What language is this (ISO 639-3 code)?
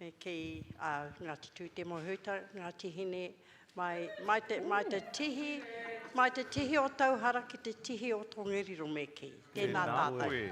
mri